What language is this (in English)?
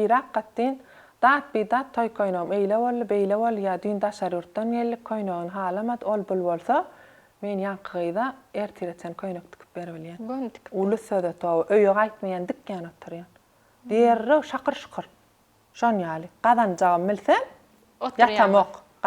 Turkmen